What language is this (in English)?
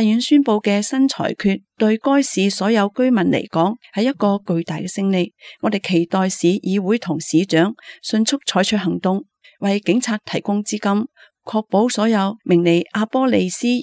Cantonese